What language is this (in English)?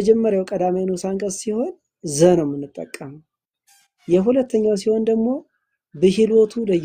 Amharic